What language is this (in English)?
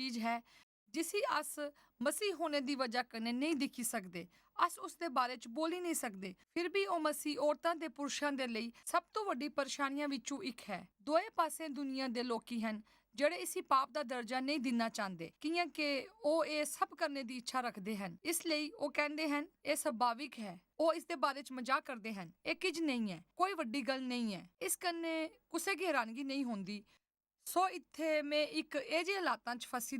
Dogri